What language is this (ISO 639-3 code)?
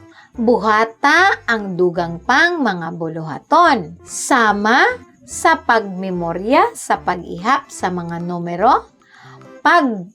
ceb